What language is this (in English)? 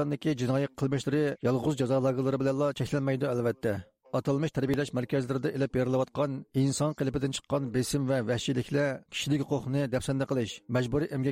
Uyghur